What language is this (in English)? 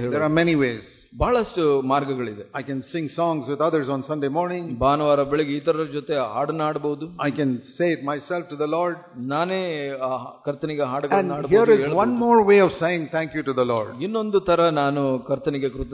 Kannada